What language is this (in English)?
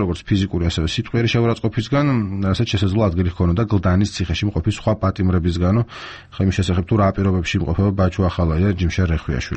Georgian